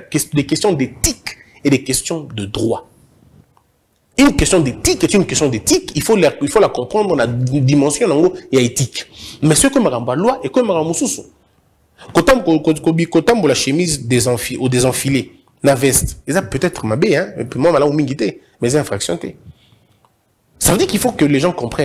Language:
French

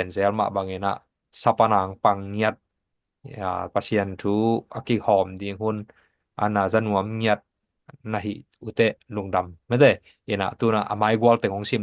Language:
Tedim Chin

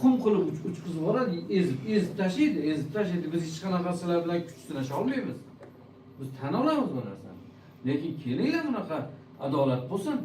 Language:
Uzbek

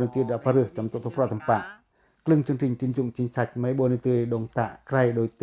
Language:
Pacoh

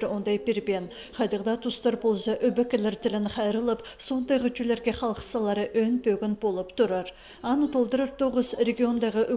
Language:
Khakas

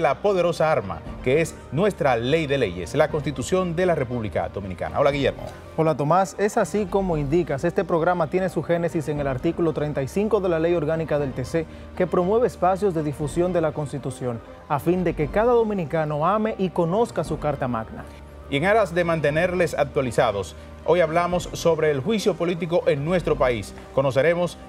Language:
Spanish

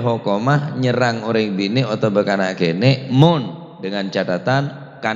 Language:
Madurese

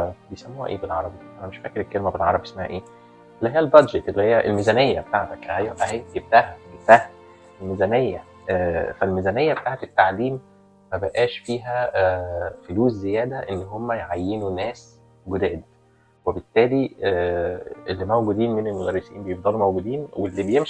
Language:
Egyptian Arabic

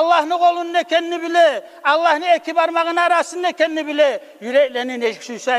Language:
Kumyk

